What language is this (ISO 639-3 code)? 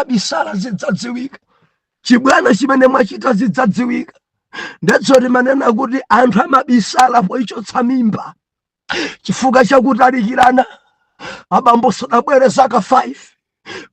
nya